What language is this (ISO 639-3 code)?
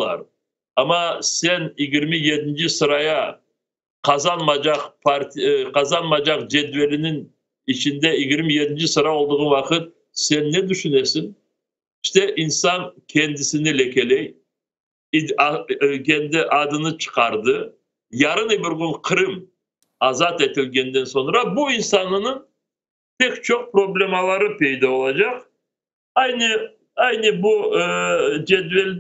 crh